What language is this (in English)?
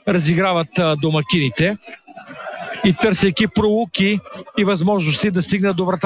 Bulgarian